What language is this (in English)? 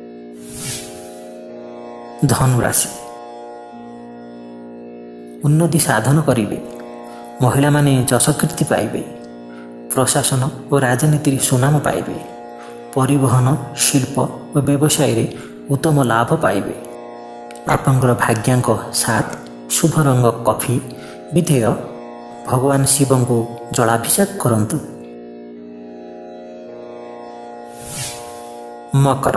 Odia